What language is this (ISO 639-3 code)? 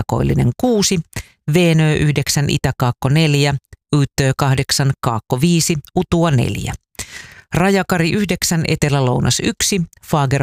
fin